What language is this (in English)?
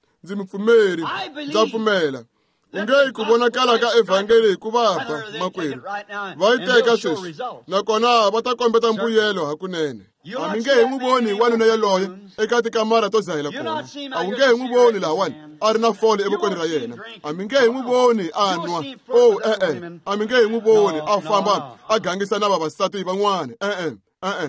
Tsonga